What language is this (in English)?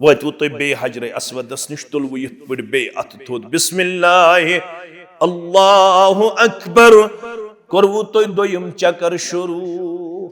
Kashmiri